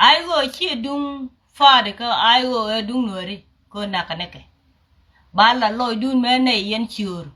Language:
Nuer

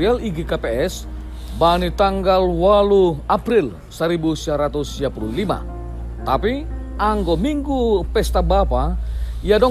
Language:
Batak Simalungun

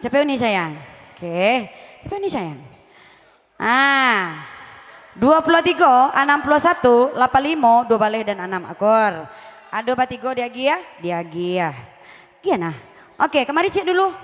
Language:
Minangkabau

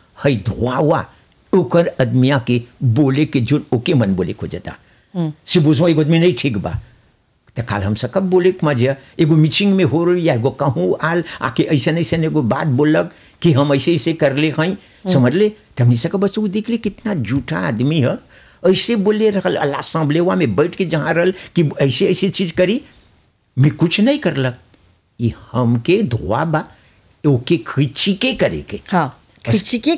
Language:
Bhojpuri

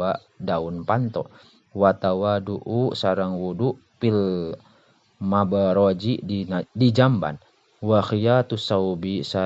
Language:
Sundanese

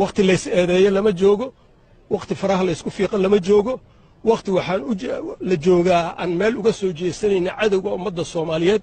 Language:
Somali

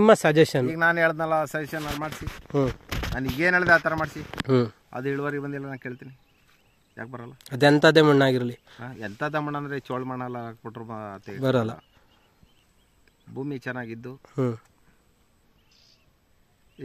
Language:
Kannada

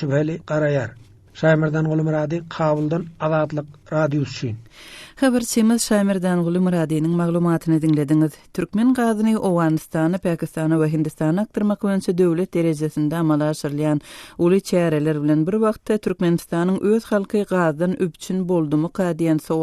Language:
Turkmen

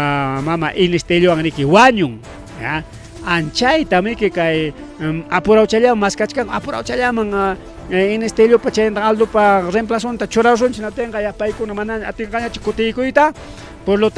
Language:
Ayacucho Quechua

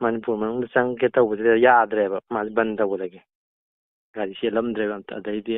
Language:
Manipuri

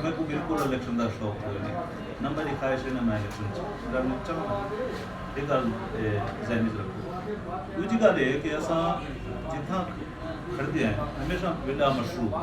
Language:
Eastern Balochi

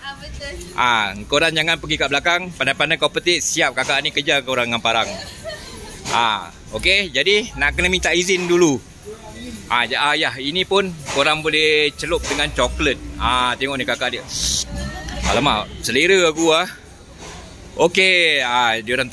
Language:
Malay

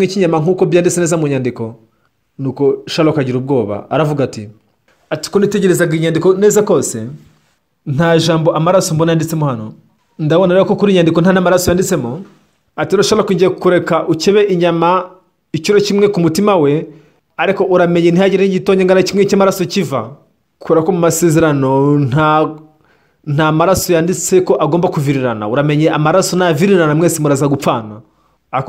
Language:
Kinyarwanda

